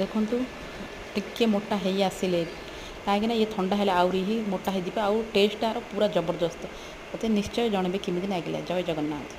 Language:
Odia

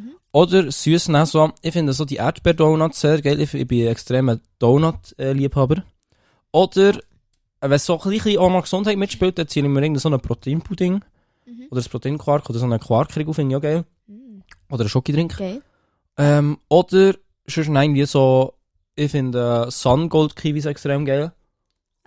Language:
Swiss German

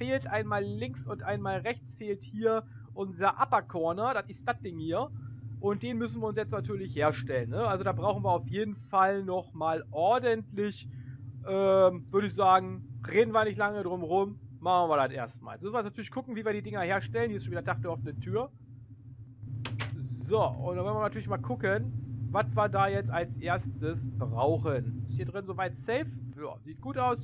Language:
German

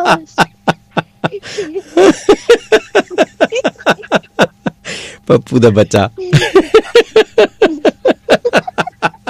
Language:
Punjabi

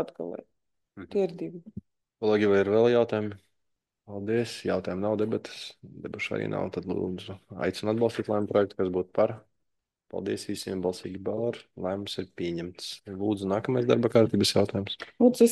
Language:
Latvian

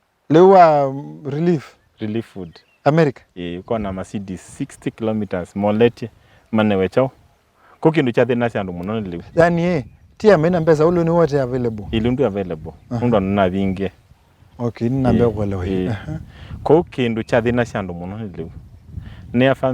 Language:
Kamba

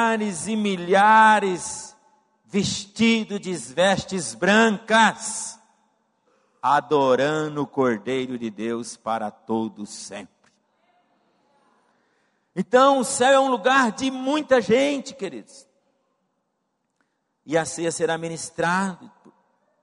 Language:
Portuguese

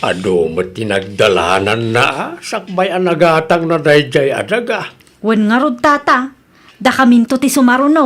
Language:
Iloko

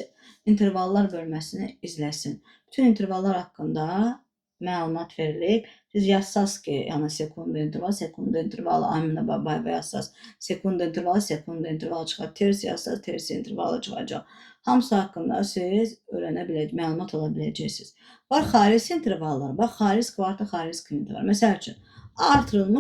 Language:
Azerbaijani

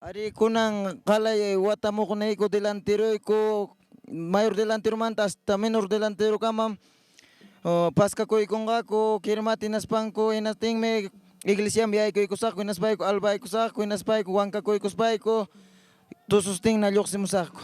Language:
Ayacucho Quechua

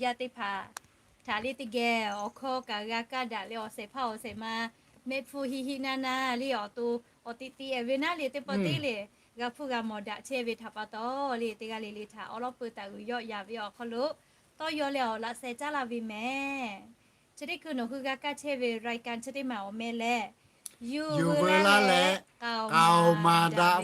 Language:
Lahu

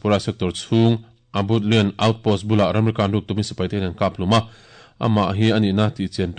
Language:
Mizo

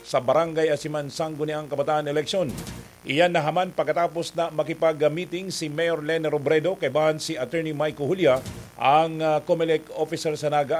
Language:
Bikol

